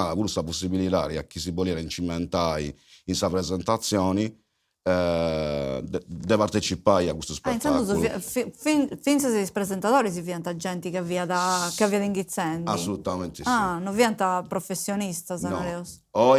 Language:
Sardinian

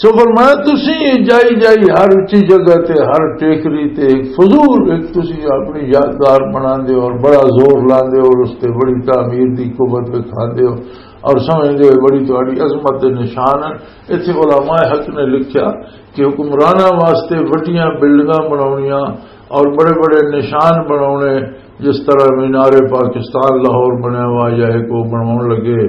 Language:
Western Panjabi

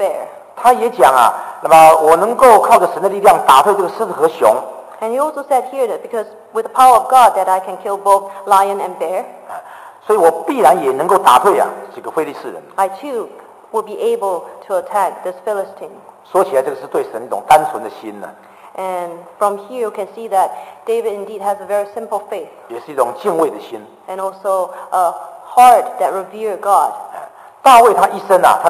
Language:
Chinese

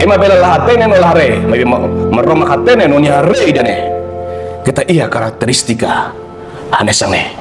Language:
Tetum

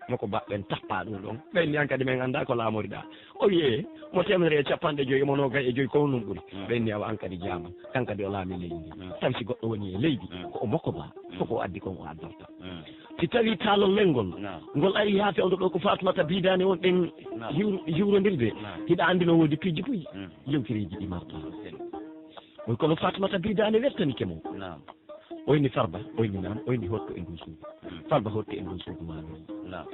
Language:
Pular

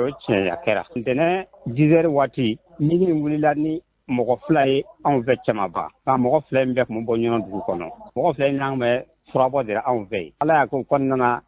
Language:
Bambara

